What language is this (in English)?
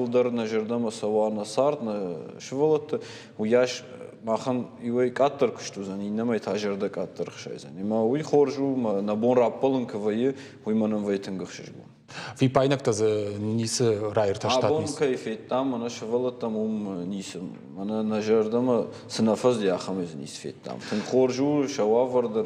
Ossetic